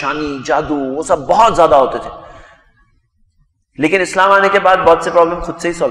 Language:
Urdu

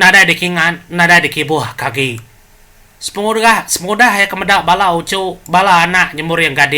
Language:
Iban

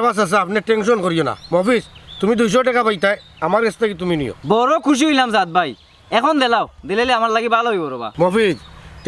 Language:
Sylheti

